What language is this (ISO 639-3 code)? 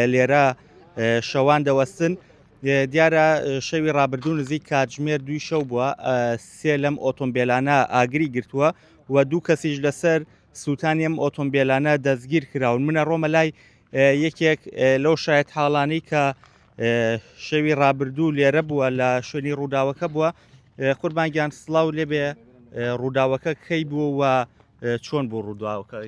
ckb